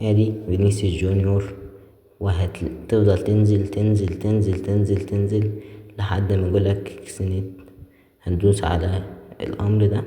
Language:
Egyptian Arabic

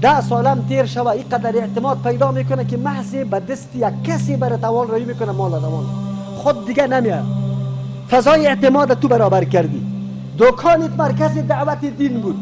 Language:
Persian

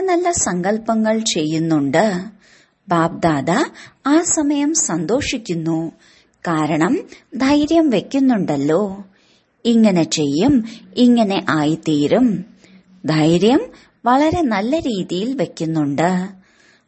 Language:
Malayalam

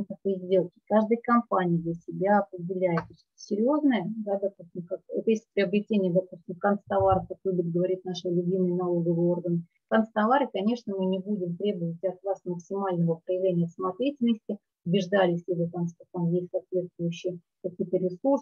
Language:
Russian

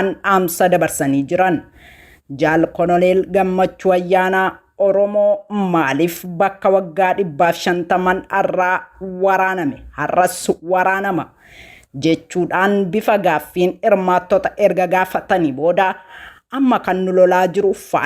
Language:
Oromo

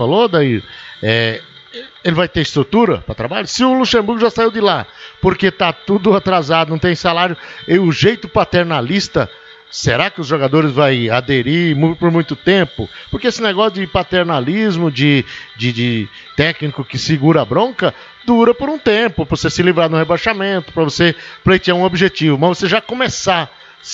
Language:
Portuguese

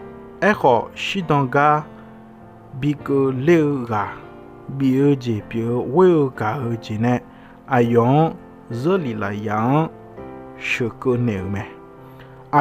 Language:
Akha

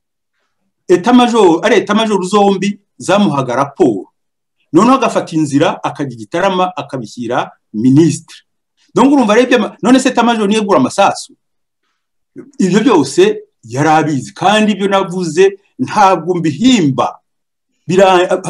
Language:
Kinyarwanda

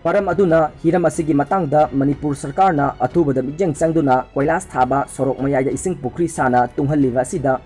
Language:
Manipuri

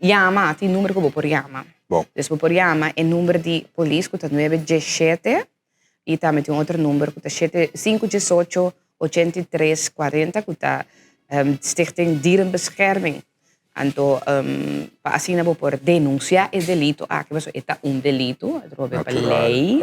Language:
Papiamento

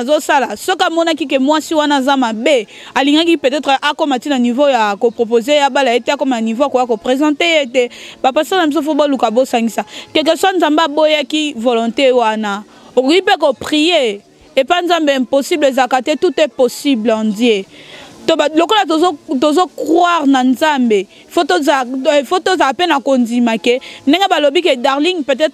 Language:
Lingala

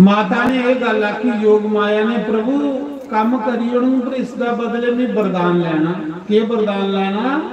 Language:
Dogri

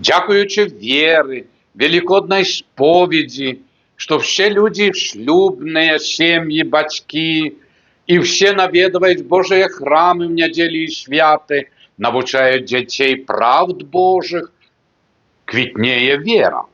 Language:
Belarusian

